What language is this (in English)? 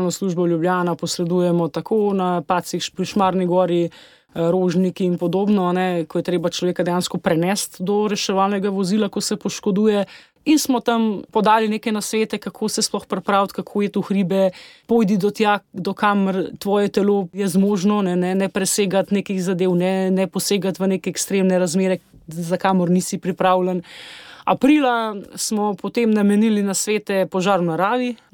Slovenian